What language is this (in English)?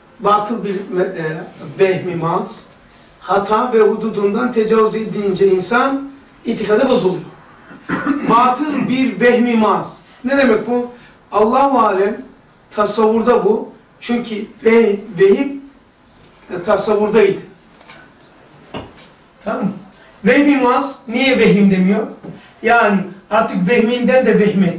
Turkish